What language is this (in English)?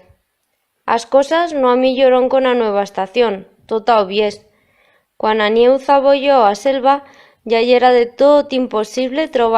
Aragonese